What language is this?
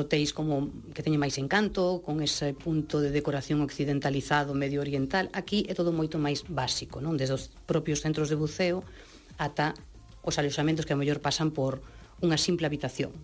Galician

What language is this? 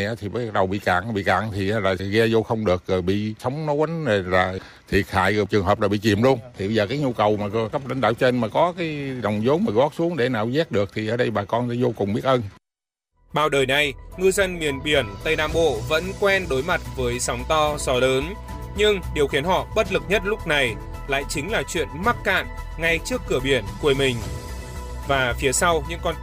Vietnamese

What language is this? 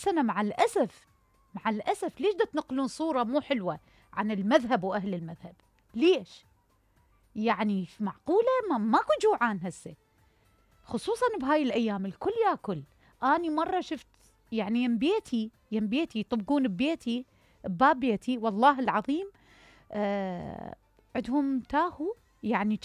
Mesopotamian Arabic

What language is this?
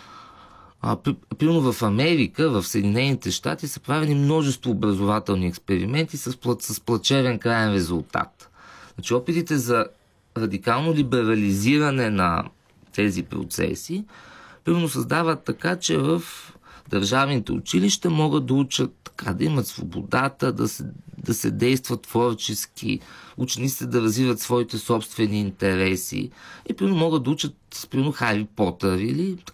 Bulgarian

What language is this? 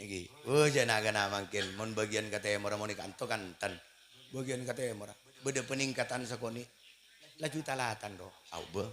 Madurese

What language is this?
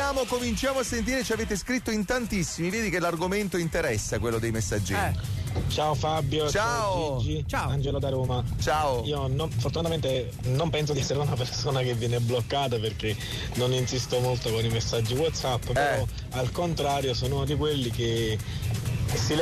Italian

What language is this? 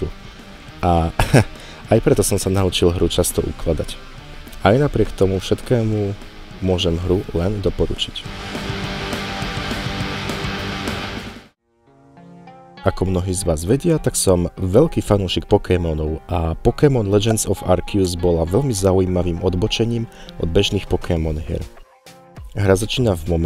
Slovak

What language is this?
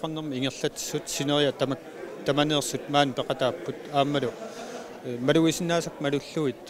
Kalaallisut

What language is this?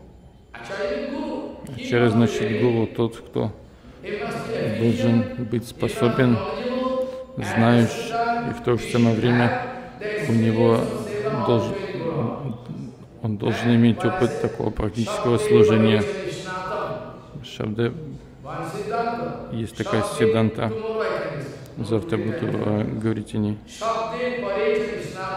Russian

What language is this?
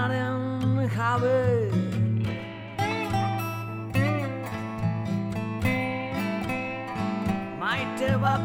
Basque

